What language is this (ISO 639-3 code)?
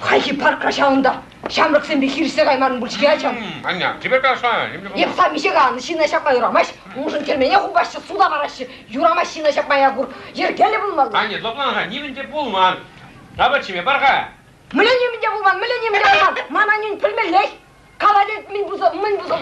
chv